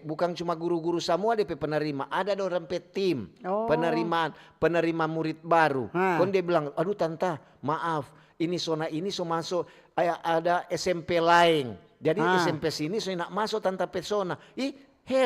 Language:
Manado Malay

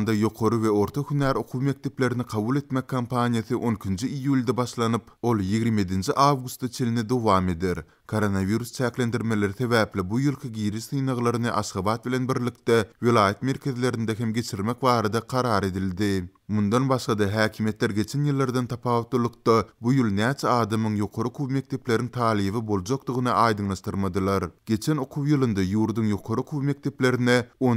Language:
Turkmen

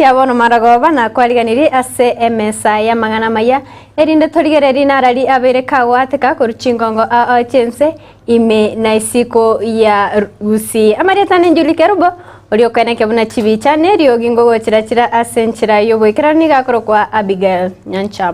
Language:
Gusii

